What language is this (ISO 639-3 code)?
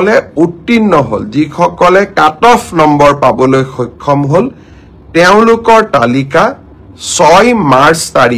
asm